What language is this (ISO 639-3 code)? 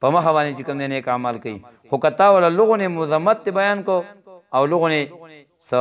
pus